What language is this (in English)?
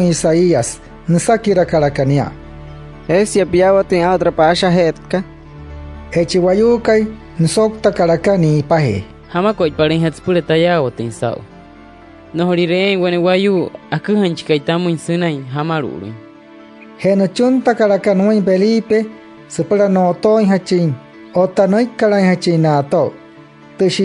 Wayuu